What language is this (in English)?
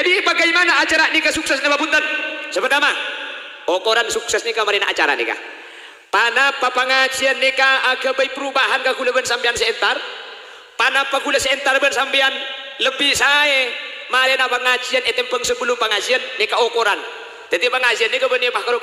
Madurese